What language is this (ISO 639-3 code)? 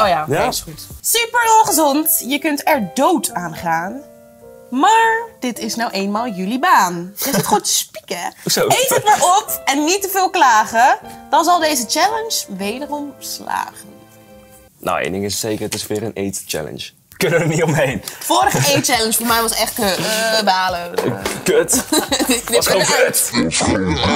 nld